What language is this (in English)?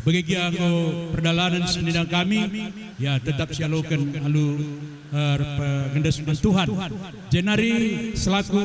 Batak Karo